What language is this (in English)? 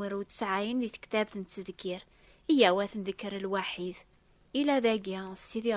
Kabyle